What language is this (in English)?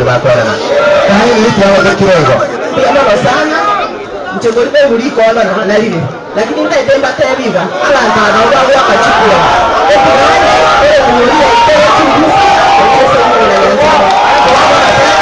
Gusii